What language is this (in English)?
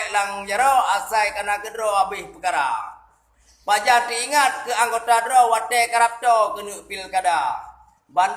Achinese